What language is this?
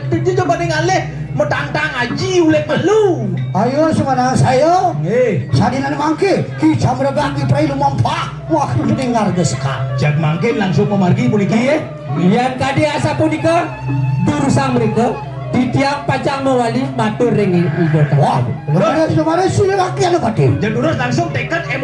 Balinese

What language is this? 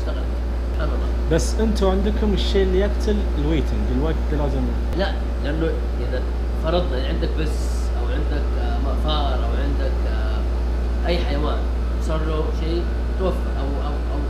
Najdi Arabic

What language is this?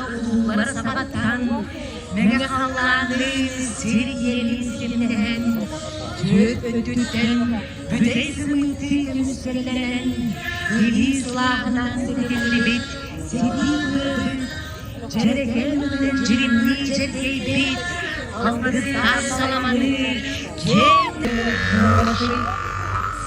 Yakut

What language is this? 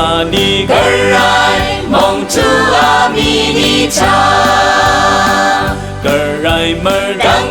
Rawang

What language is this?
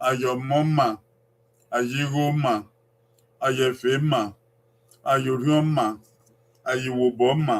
Bini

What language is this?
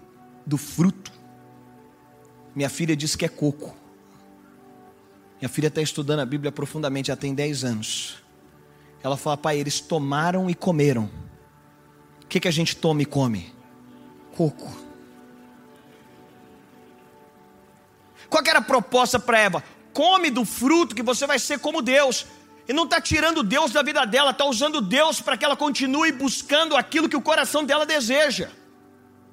Portuguese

